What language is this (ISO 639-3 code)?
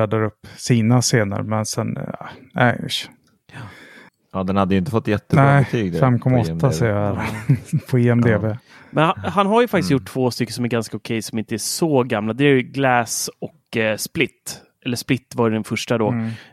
swe